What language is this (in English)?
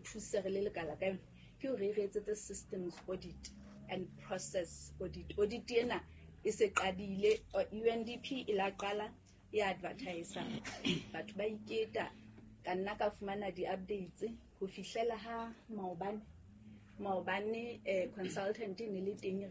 Southern Sotho